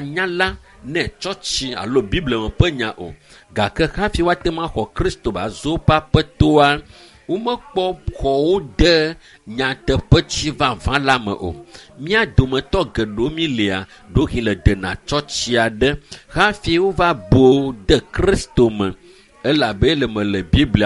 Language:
Ewe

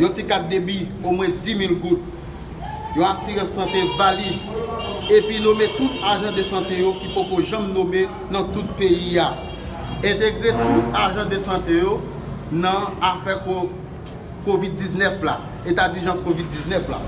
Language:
Haitian Creole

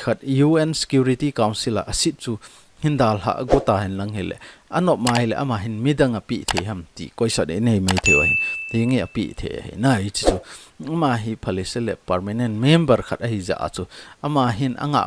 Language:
Thado Chin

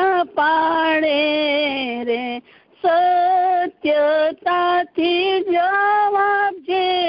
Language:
Gujarati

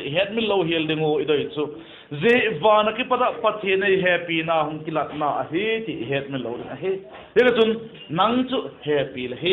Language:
Vaiphei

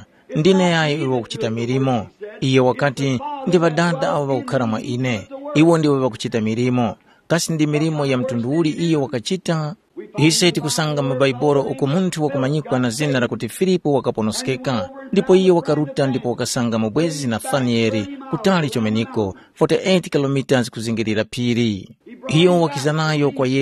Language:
Tumbuka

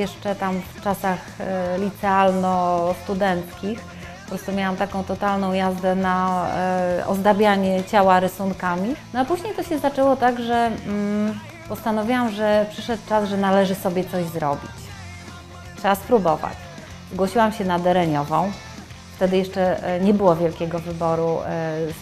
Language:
Polish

